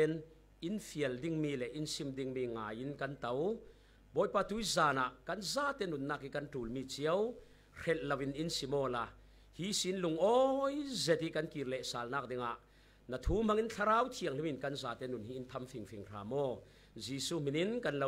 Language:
Falam Chin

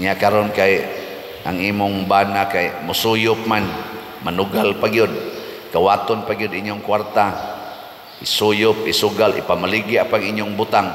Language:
Cebuano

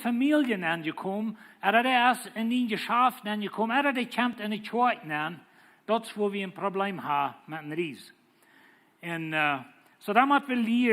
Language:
Plautdietsch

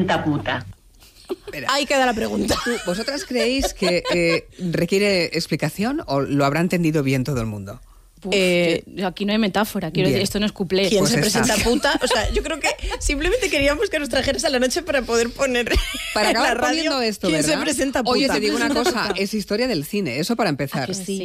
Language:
Spanish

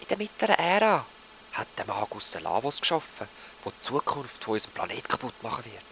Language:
Swiss German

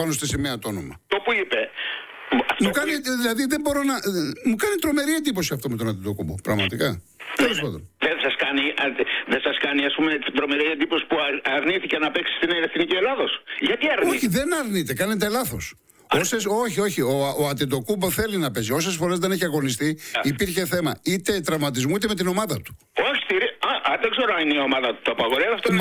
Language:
Greek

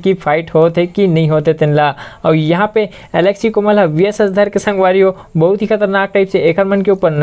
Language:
Chhattisgarhi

